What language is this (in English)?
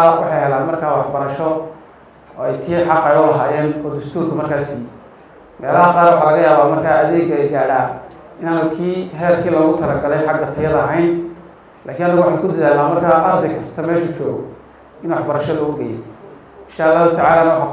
Somali